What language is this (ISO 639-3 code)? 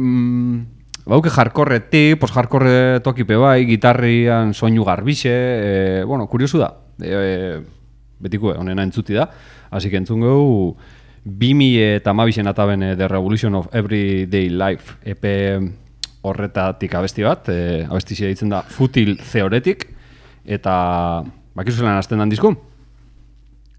eus